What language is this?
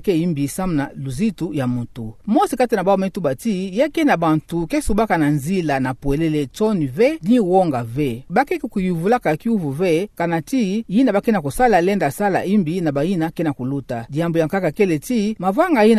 Kituba (Democratic Republic of Congo)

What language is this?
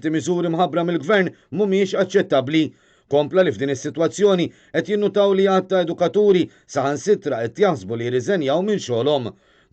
Maltese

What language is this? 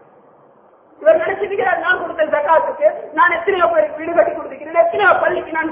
Tamil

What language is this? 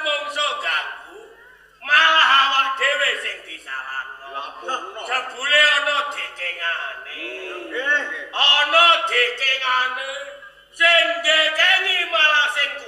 Javanese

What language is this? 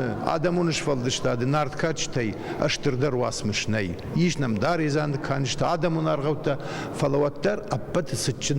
Ossetic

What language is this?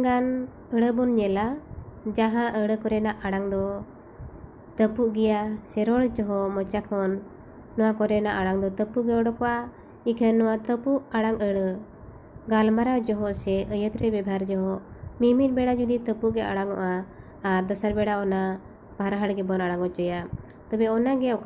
Santali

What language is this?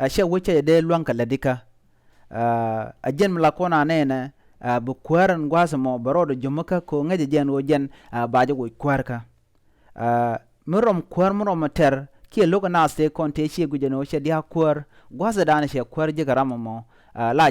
Nuer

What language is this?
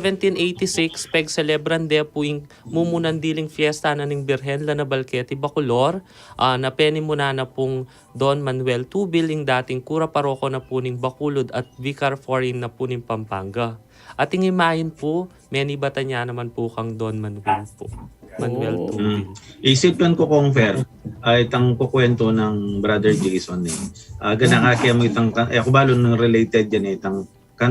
Pampanga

